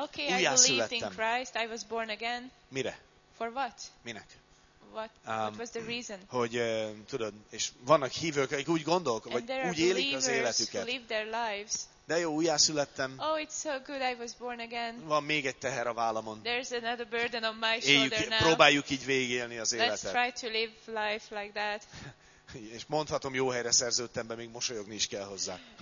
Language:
Hungarian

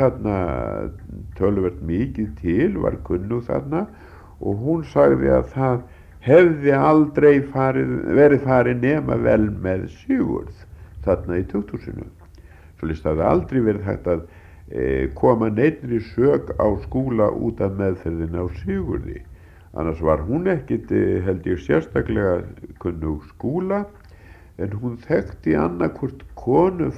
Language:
Icelandic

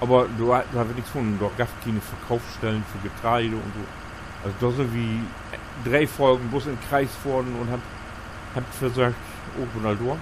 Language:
Low German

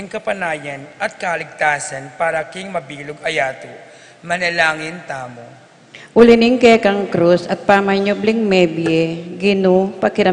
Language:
Pampanga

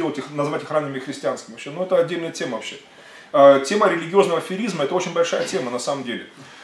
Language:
Russian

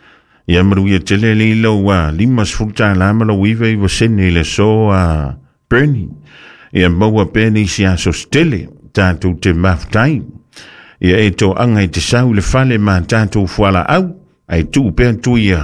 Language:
Samoan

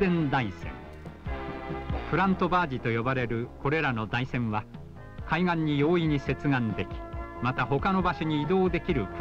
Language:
Japanese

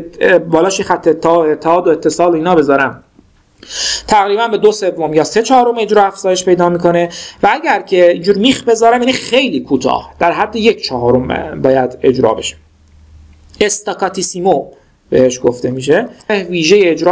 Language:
Persian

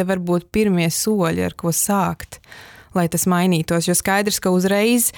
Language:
Latvian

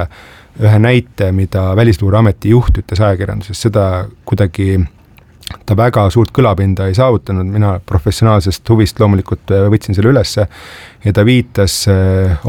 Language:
Estonian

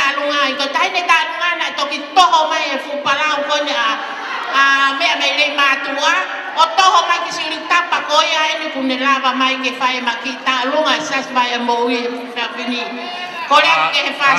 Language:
Tongan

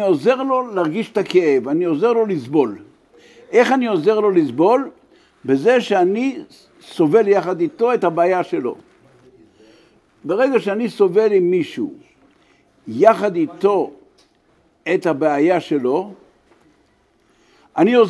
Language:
Hebrew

